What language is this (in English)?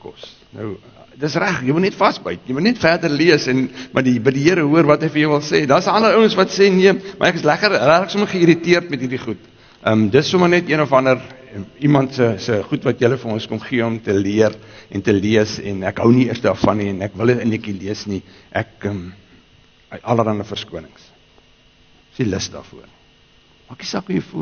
Afrikaans